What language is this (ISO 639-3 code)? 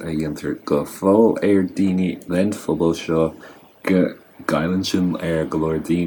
gle